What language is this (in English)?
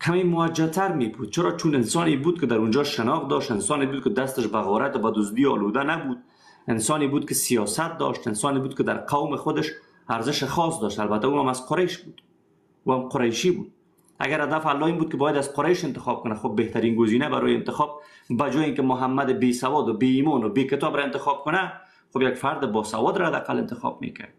Persian